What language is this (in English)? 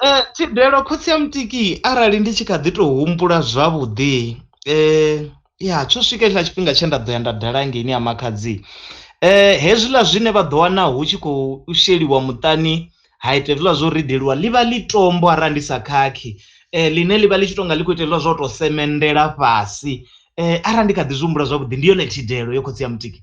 Venda